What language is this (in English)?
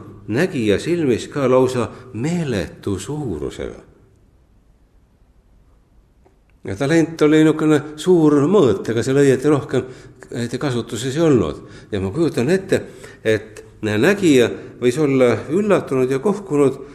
Estonian